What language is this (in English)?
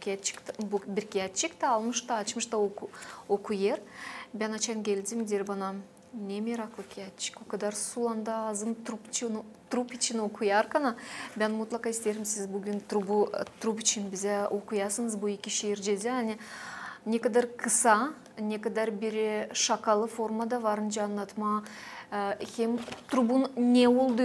Gagauz